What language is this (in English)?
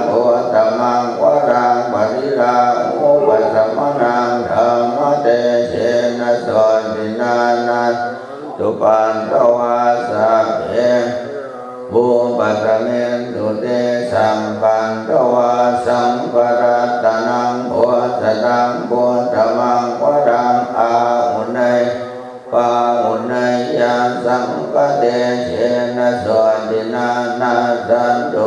Pali